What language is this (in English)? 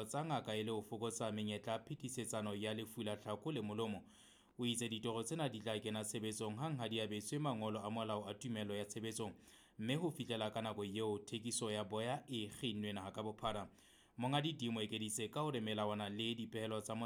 Southern Sotho